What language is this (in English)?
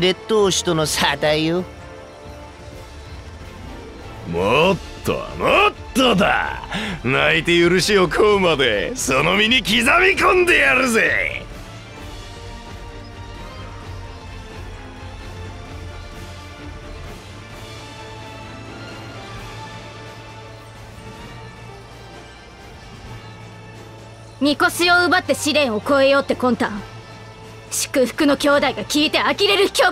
Japanese